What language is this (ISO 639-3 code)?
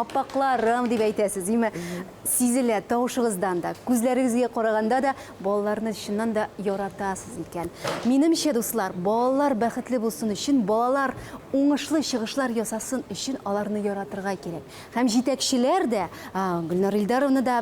tat